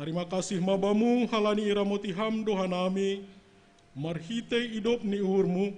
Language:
Batak Simalungun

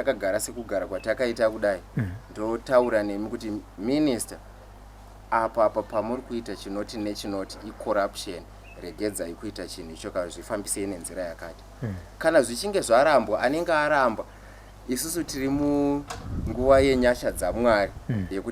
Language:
Shona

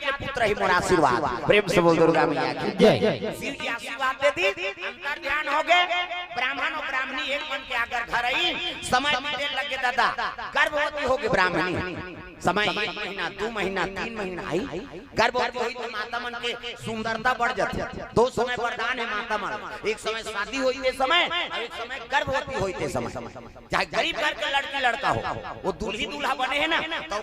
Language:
Chhattisgarhi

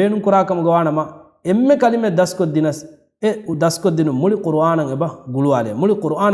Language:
Divehi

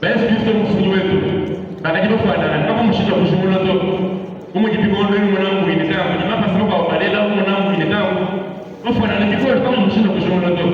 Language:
Luba-Lulua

